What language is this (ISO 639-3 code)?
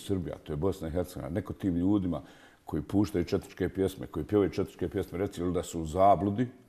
bos